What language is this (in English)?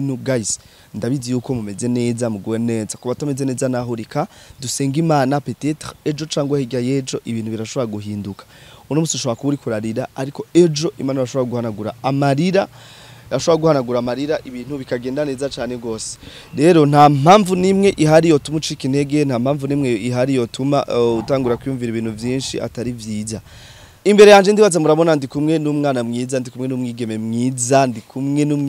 Rundi